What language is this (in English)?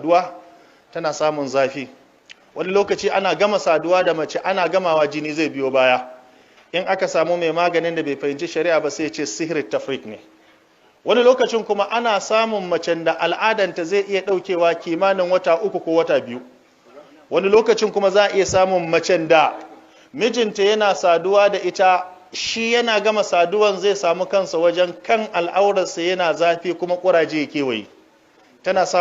Hausa